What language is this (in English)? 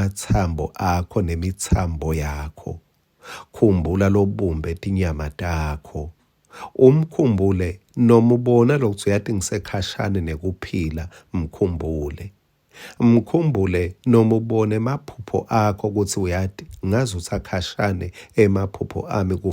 Swati